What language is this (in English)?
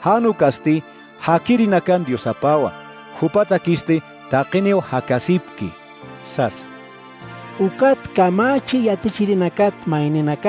Aymara